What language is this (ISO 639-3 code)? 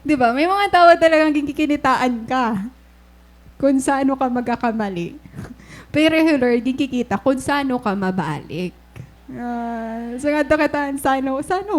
war